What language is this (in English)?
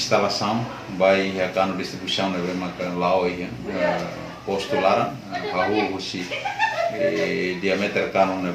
Tetum